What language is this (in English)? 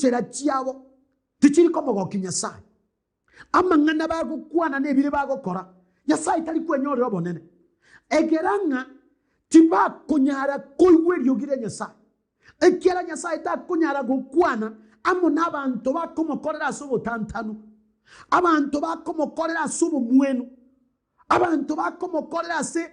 Gusii